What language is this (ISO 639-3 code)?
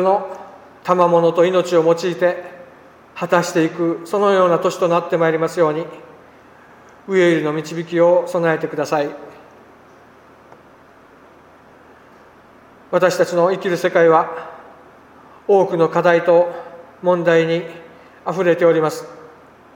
jpn